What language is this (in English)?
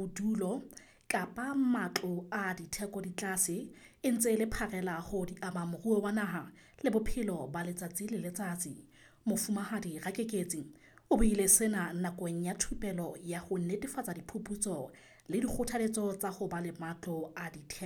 Southern Sotho